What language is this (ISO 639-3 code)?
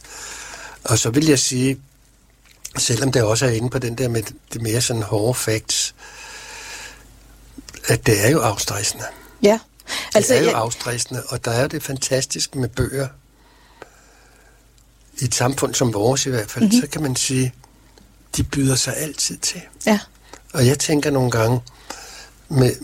dan